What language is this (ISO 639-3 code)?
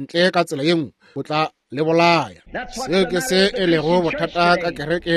nso